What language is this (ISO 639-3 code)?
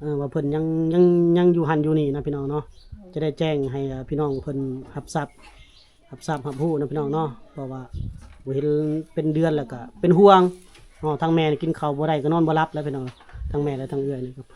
lao